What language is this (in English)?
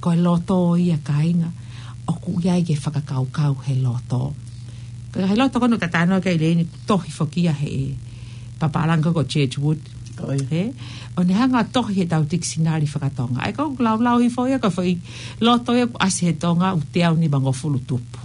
Tongan